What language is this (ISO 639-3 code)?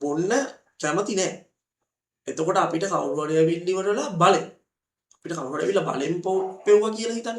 sin